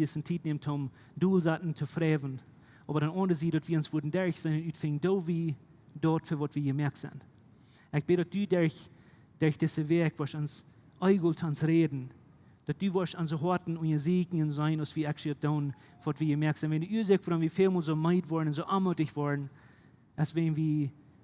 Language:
Plautdietsch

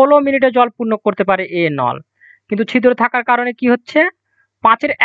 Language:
Bangla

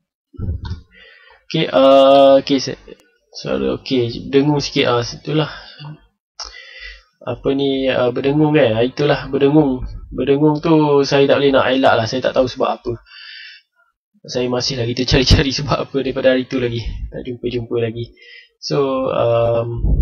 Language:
Malay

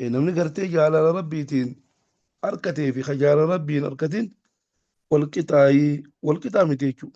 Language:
Oromo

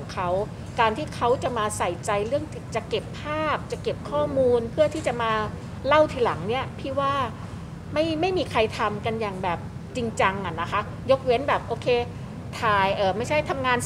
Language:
Thai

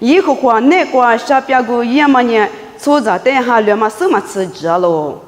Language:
Lisu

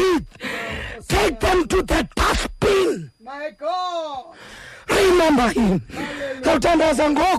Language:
Xhosa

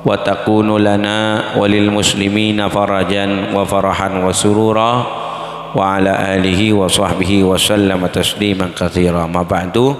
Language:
Madurese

